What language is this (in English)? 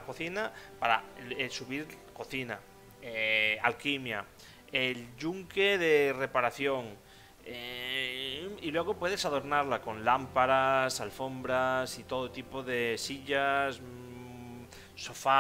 Spanish